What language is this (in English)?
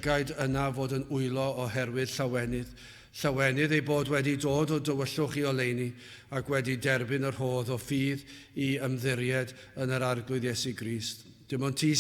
Welsh